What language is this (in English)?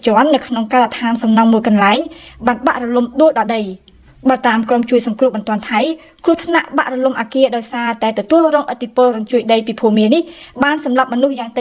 Khmer